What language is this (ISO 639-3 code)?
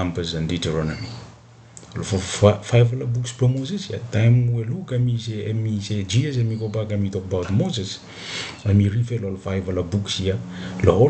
bis